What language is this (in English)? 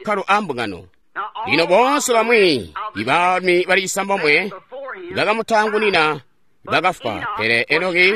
Tonga (Zambia)